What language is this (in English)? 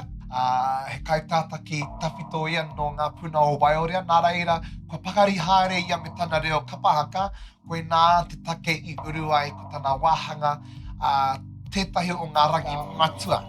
Māori